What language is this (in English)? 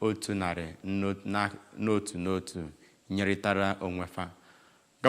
Igbo